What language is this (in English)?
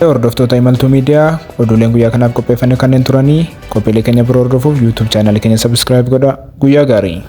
Oromo